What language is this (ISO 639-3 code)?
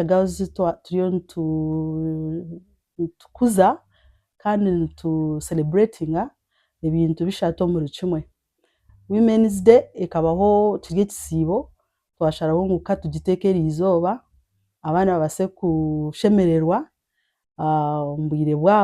nyn